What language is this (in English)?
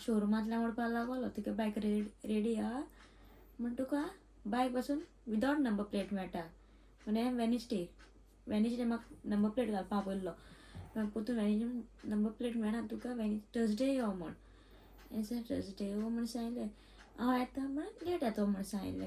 Konkani